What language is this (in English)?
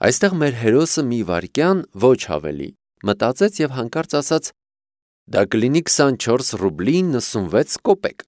Armenian